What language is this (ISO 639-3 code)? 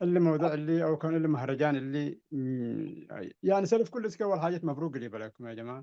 tig